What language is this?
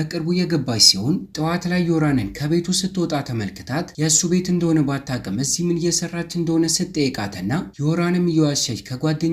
Amharic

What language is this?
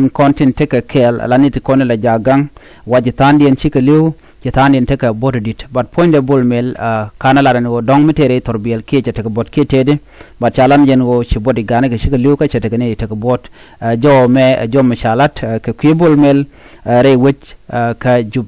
Nuer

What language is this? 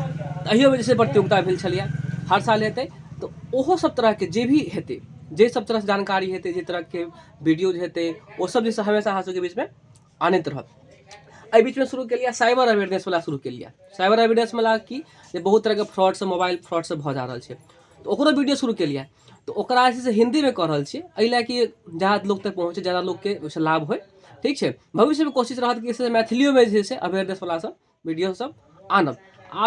Maithili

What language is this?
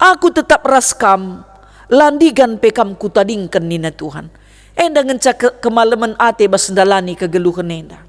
Batak Karo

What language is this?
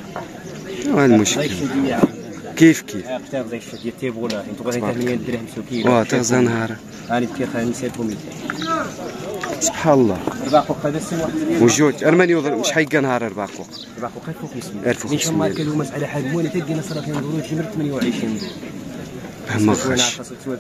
Moroccan Arabic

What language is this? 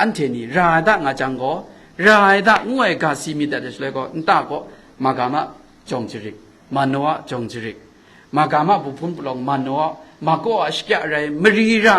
Kachin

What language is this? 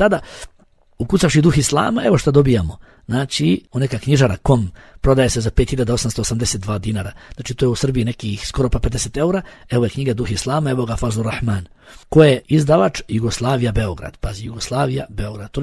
Bosnian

